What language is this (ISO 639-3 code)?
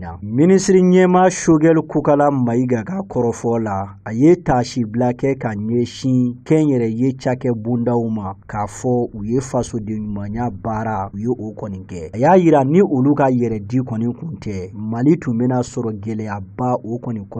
bam